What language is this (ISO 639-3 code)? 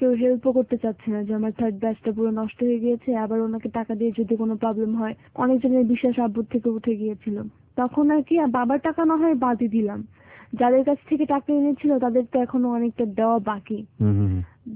ben